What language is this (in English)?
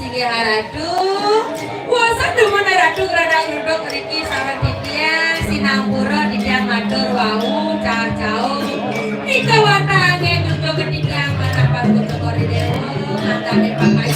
Balinese